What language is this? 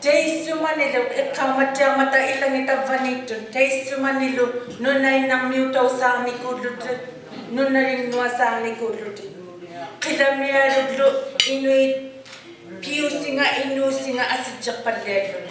Inuktitut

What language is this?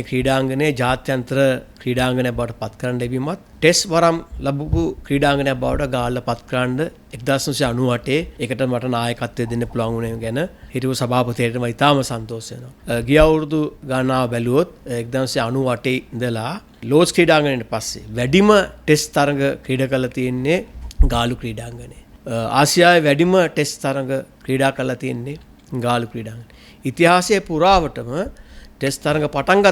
Sinhala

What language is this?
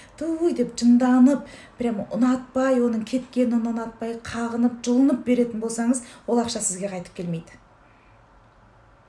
Kazakh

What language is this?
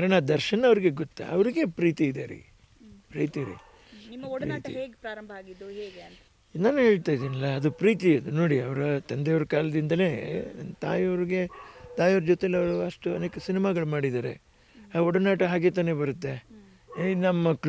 Kannada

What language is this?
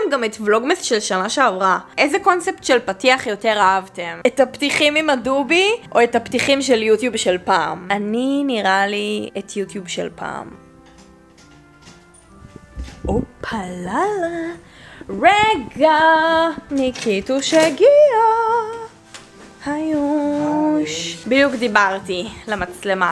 Hebrew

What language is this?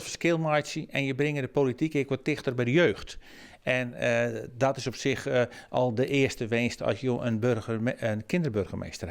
Western Frisian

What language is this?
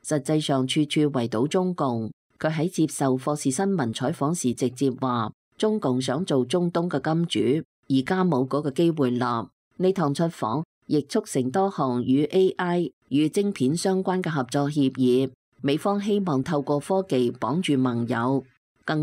Cantonese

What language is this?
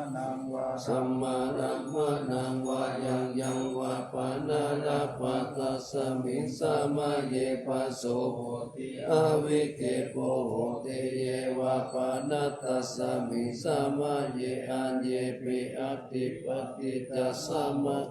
Pali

